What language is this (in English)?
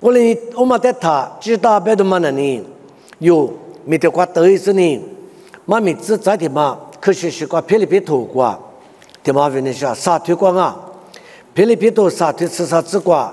Lisu